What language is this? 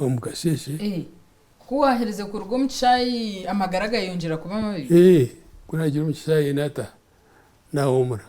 Nyankole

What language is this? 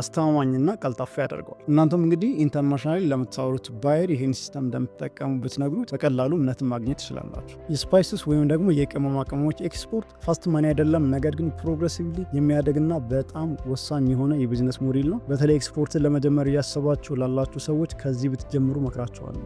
Amharic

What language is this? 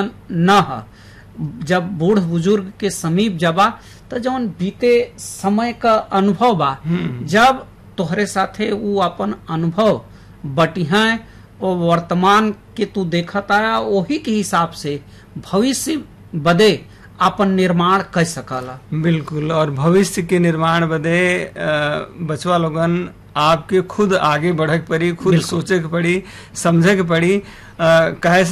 Bhojpuri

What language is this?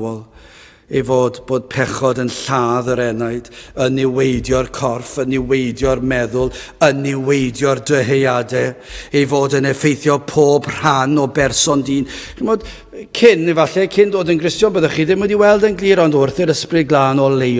Welsh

